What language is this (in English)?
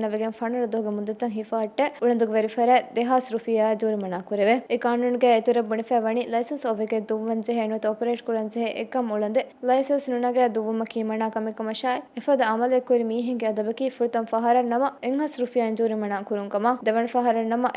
Divehi